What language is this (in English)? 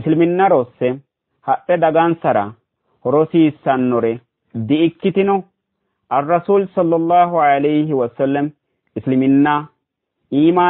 Sidamo